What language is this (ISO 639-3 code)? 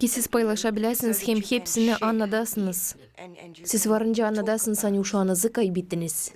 gag